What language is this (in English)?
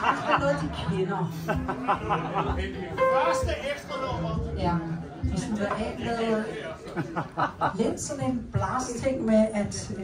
Danish